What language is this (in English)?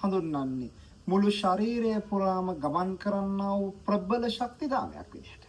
Sinhala